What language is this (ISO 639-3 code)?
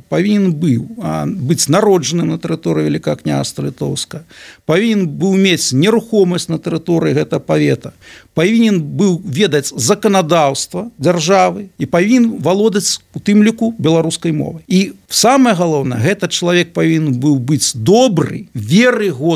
bel